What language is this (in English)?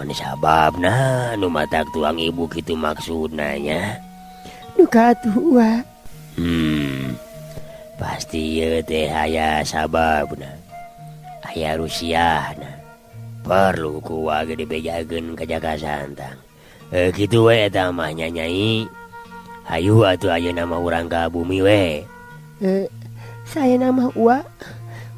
Sundanese